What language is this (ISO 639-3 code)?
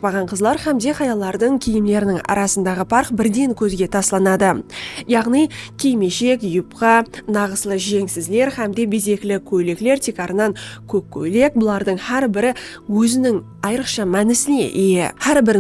kaa